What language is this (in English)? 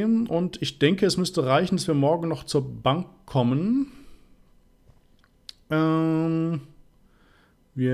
German